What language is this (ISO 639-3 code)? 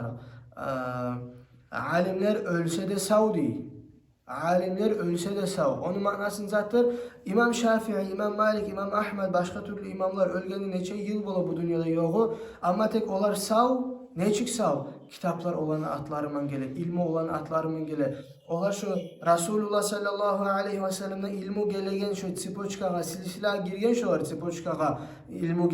kum